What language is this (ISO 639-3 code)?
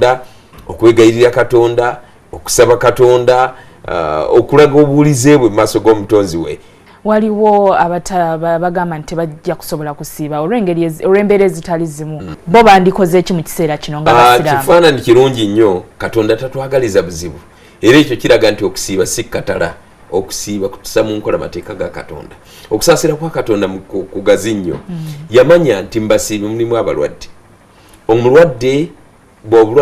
lug